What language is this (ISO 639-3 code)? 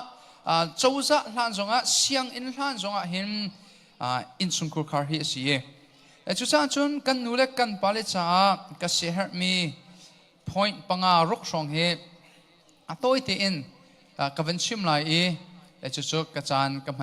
cnh